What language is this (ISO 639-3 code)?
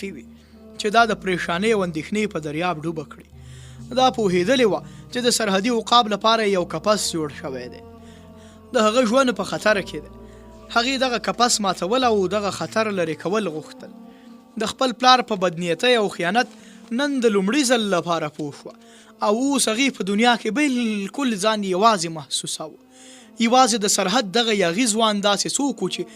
pus